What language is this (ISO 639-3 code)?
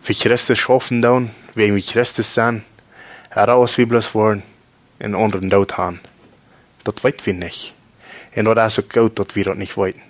pdt